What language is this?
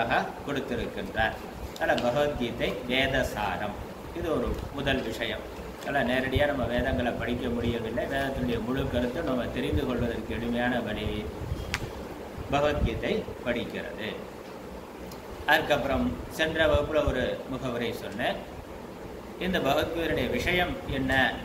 Tamil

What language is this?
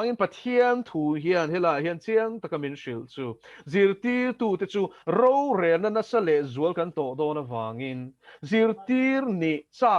Mizo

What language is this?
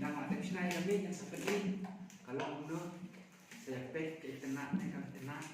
Khasi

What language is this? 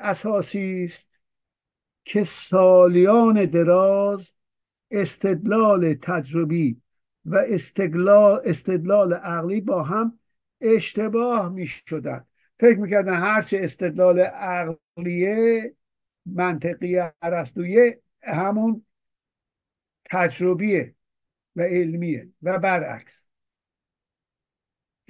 Persian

